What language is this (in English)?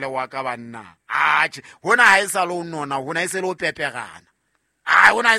Southern Sotho